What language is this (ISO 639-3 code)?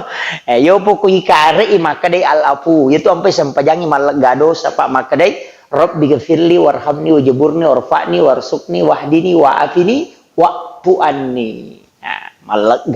bug